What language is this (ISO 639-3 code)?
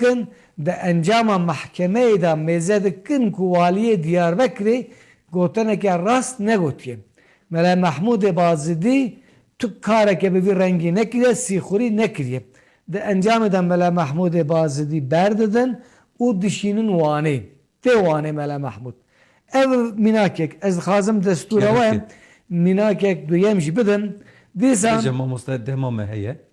kur